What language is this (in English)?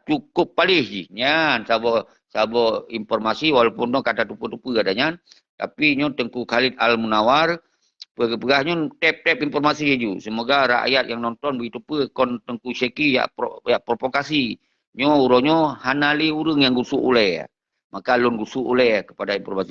Achinese